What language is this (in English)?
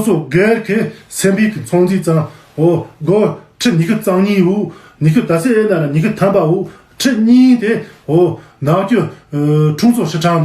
Tibetan